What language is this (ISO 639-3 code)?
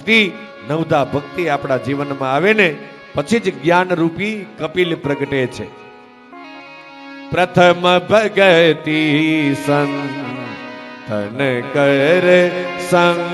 guj